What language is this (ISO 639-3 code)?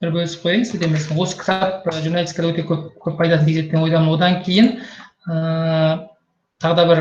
kaz